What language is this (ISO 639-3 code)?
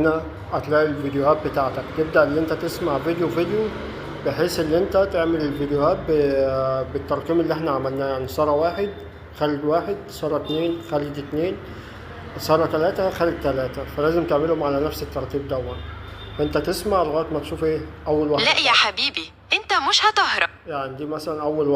arz